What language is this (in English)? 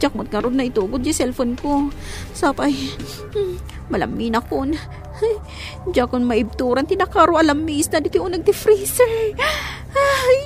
Iloko